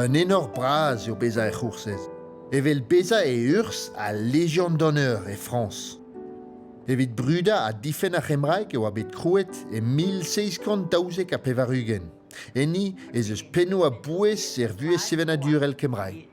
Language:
Breton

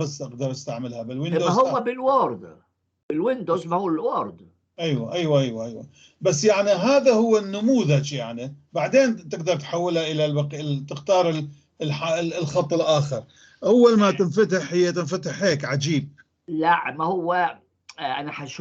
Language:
North Levantine Arabic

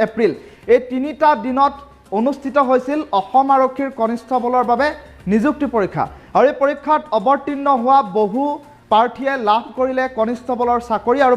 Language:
Assamese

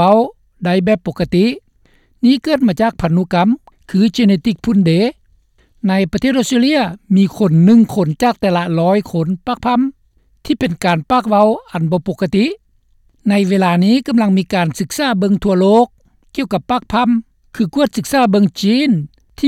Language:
Lao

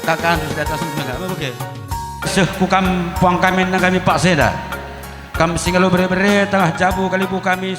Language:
Batak Karo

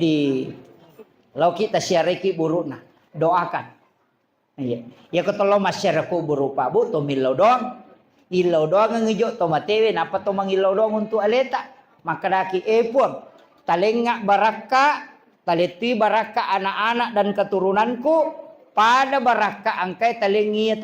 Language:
Buginese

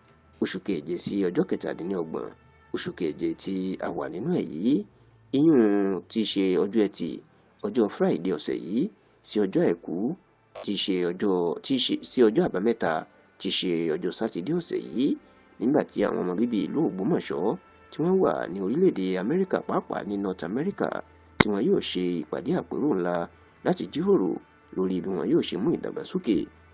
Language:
Yoruba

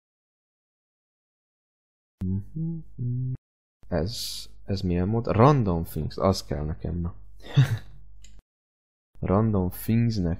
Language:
Hungarian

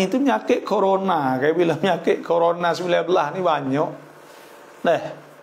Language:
Malay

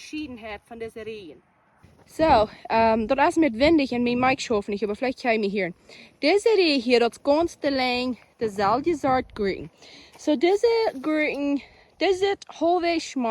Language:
Plautdietsch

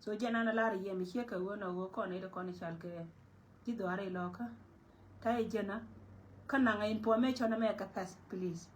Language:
Nuer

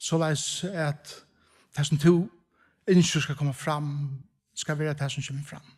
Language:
Faroese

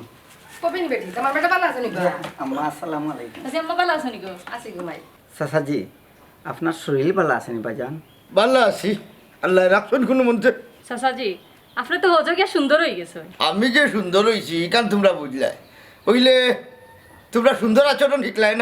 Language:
Sylheti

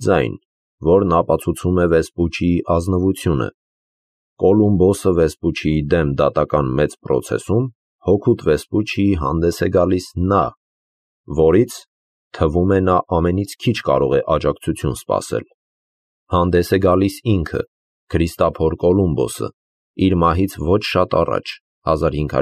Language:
Armenian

